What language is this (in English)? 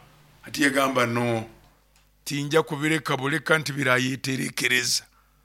Nyoro